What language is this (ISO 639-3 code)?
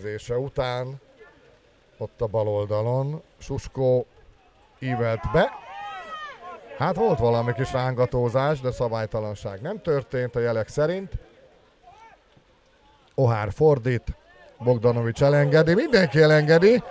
hun